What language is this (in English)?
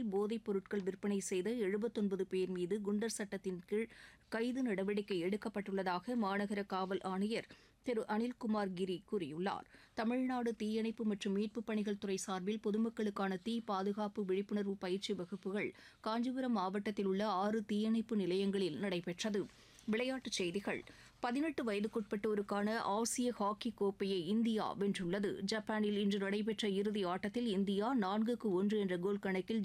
Tamil